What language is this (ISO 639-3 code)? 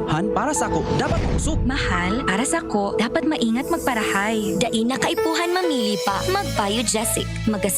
bik